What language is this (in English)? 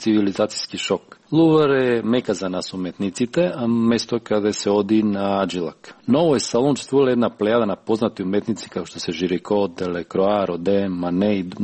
Macedonian